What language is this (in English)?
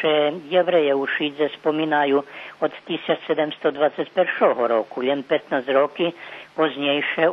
Rusyn